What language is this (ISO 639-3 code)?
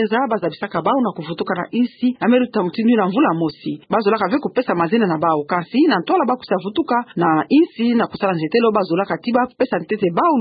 ktu